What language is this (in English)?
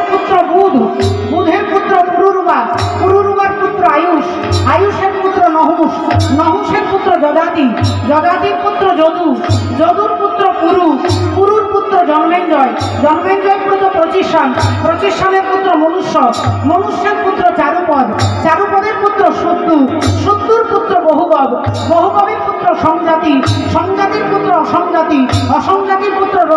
Bangla